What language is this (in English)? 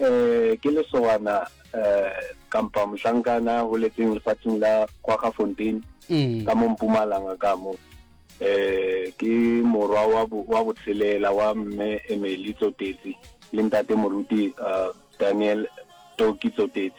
Northern Sotho